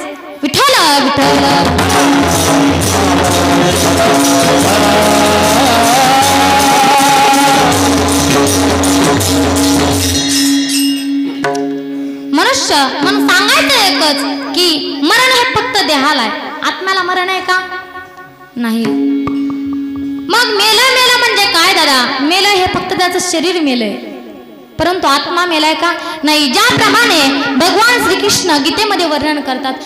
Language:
Marathi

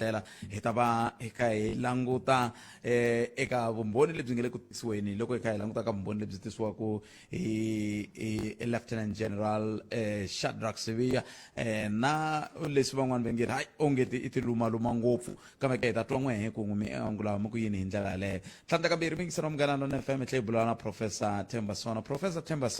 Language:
Tsonga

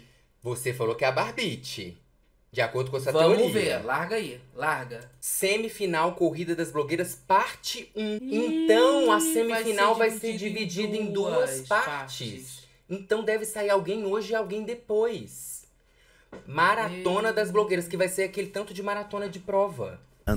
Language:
Portuguese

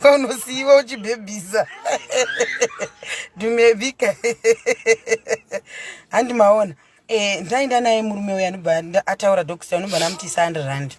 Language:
Shona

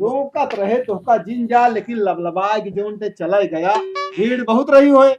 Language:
Awadhi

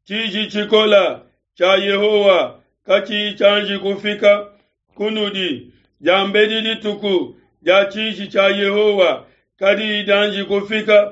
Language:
Luba-Lulua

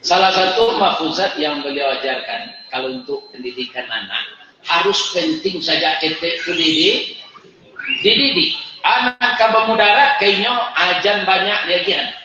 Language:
Minangkabau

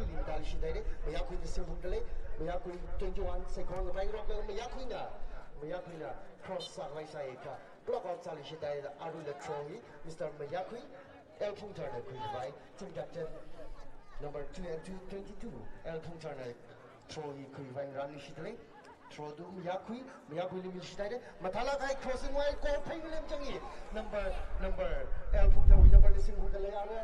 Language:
Tangkhul Naga (India)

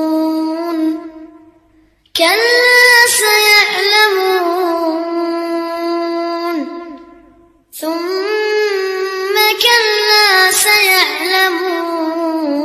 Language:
Arabic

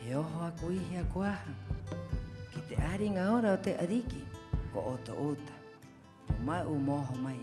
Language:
Rapanui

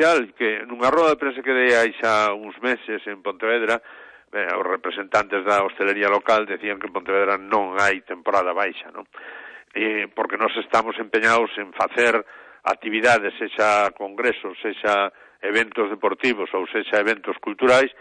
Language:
Galician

